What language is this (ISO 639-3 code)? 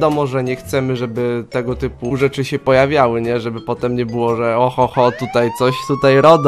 pol